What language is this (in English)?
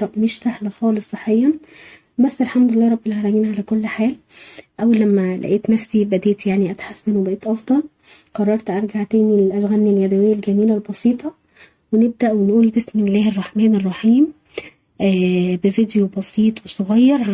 Egyptian Arabic